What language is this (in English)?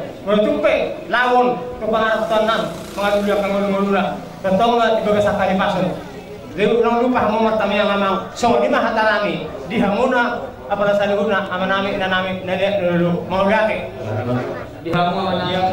Batak Toba